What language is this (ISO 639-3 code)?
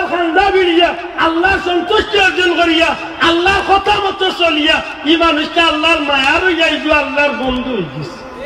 syl